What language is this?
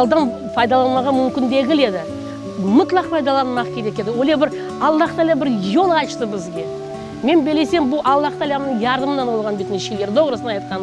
Crimean Tatar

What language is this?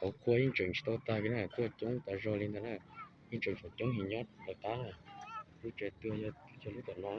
Hmong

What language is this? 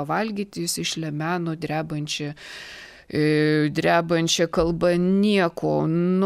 Lithuanian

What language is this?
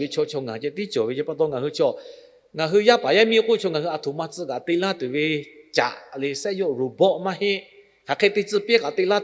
Lahu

